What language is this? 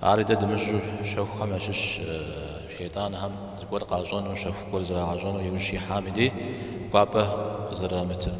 Kabardian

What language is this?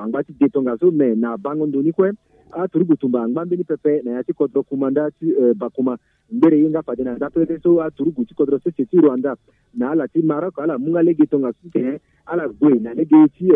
Sango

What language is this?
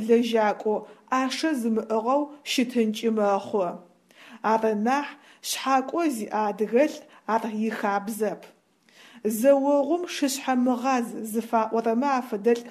Adyghe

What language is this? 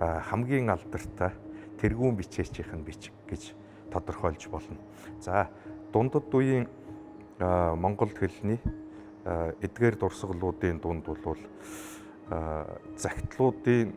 Mongolian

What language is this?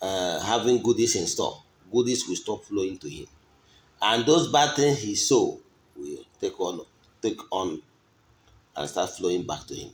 Igbo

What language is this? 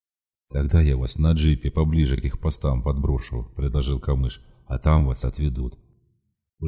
Russian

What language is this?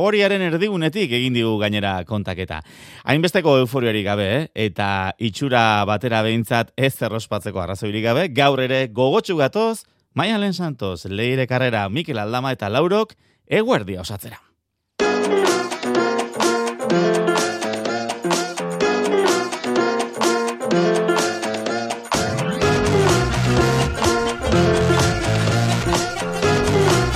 Basque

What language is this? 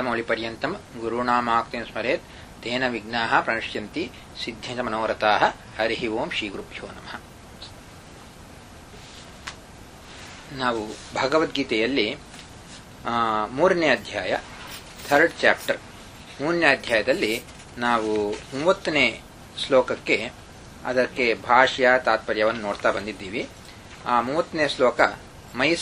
Kannada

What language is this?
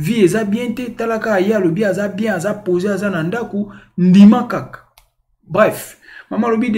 Lingala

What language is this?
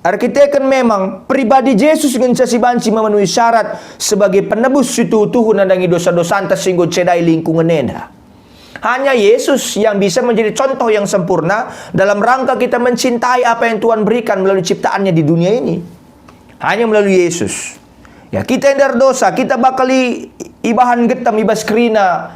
Batak Karo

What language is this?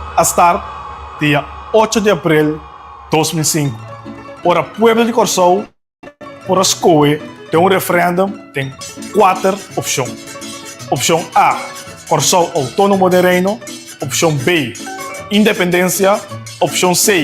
Papiamento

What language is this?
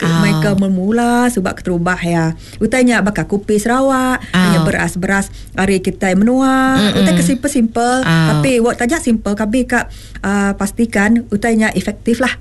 Iban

